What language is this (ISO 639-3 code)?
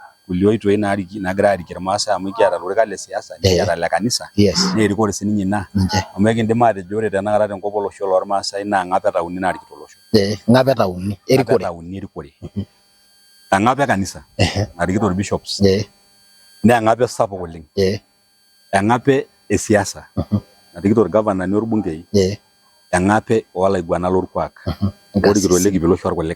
mas